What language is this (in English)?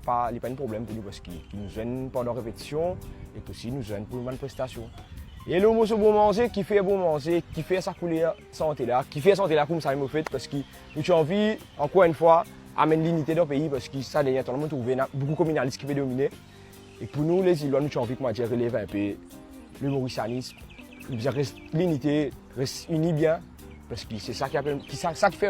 Morisyen